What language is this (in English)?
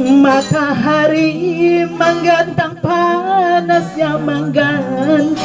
Banjar